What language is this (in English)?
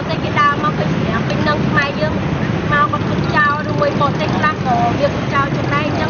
Khmer